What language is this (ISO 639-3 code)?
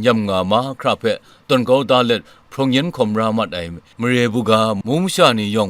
kac